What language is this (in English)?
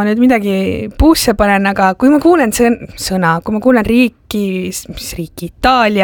Estonian